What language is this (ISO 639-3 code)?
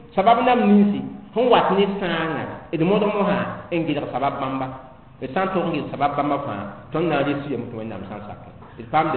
mos